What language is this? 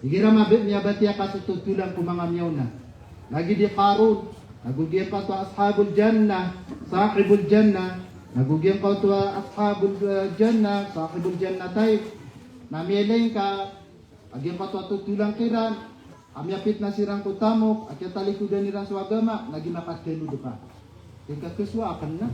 Maranao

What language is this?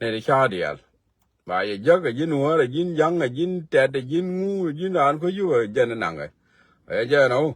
Nuer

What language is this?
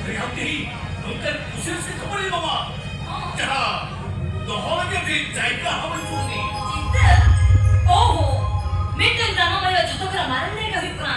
Santali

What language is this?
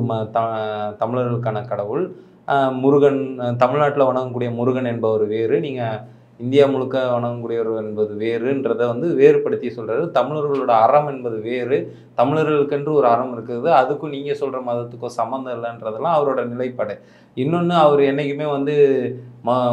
Tamil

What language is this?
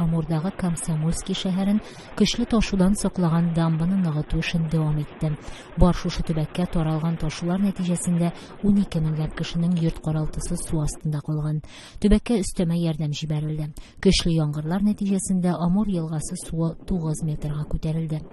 Tatar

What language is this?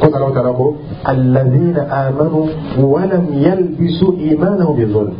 Dyula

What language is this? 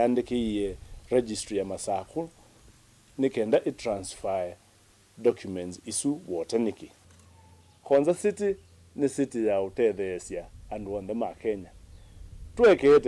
Kamba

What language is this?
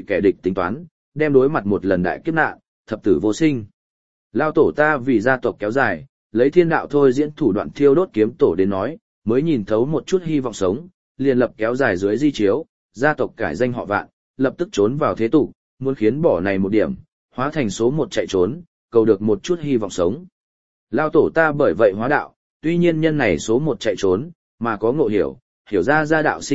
Vietnamese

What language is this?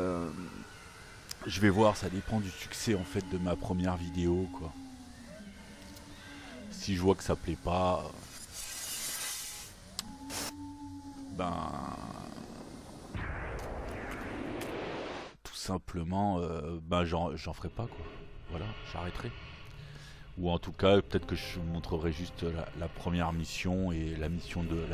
French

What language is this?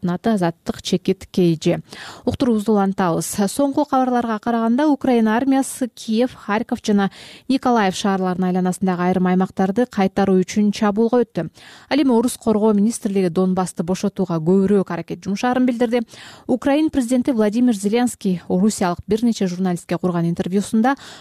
Kyrgyz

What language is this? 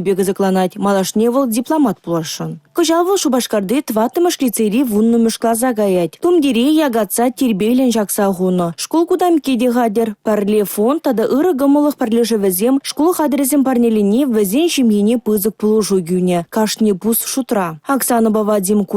Chuvash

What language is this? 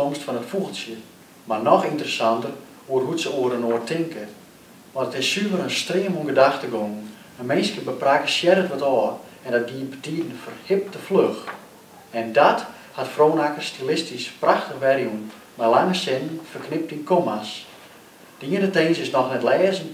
Western Frisian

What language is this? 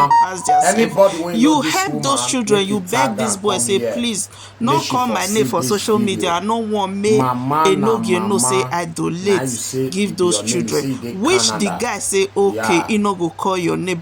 Nigerian Pidgin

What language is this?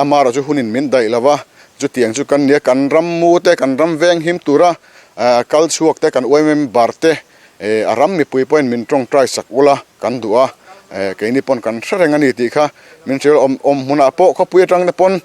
Mizo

